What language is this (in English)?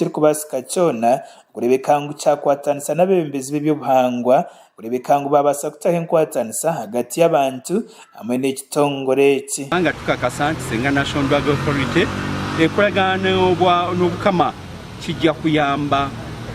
Nyankole